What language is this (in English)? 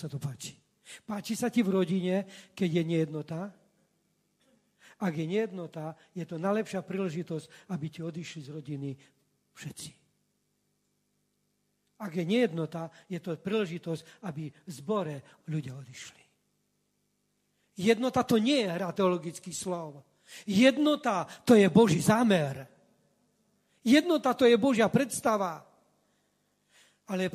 Slovak